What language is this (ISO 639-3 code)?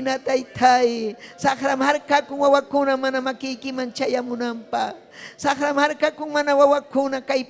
quy